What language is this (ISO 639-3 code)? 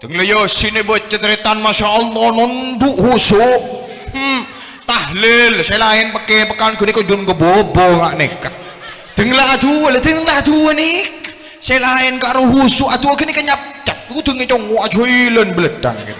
mad